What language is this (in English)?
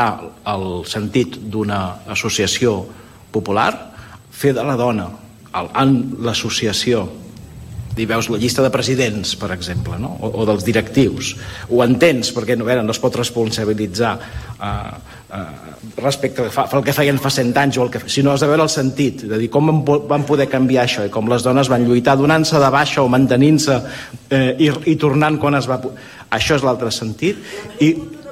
Catalan